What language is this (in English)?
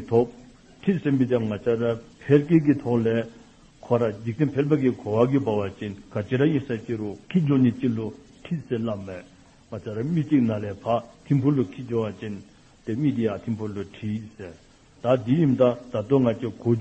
Dzongkha